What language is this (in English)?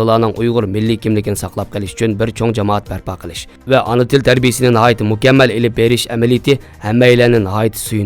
Uyghur